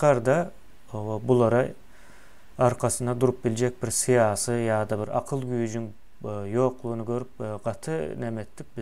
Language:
Turkmen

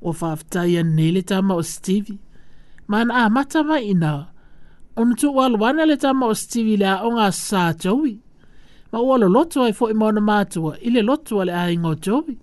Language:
Samoan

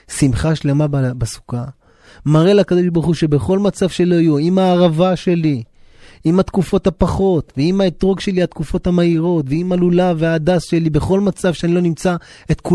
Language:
Hebrew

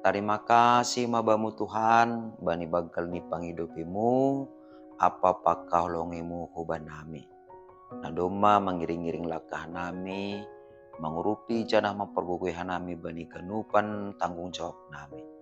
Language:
Batak Simalungun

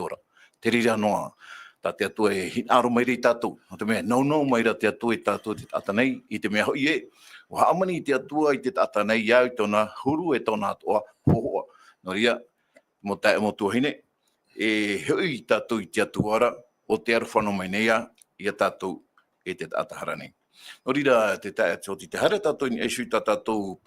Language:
Tahitian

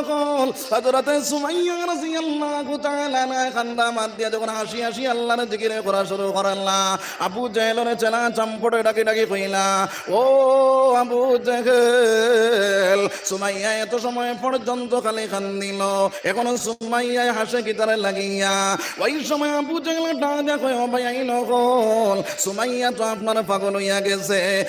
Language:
Sylheti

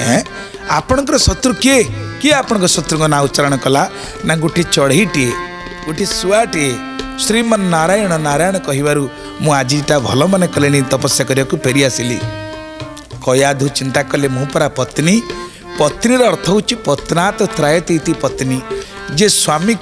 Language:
Odia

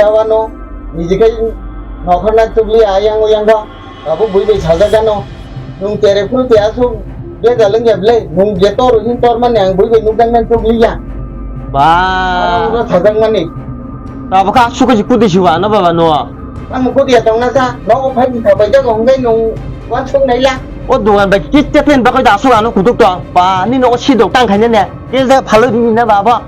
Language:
Kok Borok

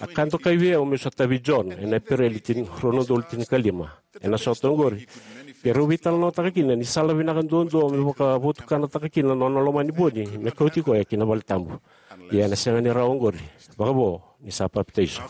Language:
Fijian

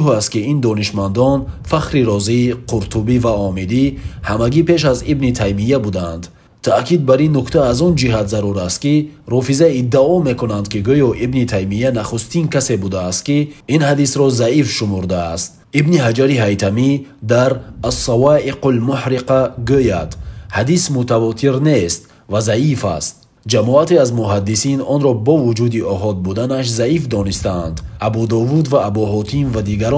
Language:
Tajik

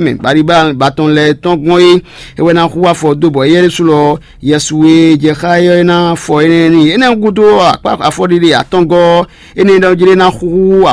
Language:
Fon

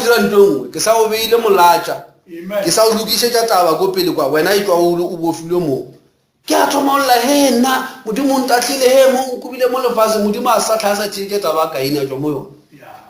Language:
Northern Sotho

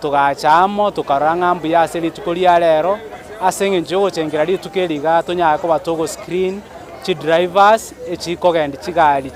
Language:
Gusii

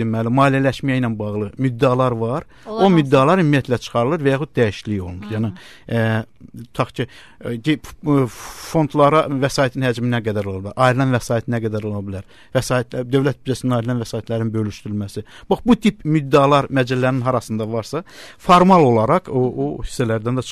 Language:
Azerbaijani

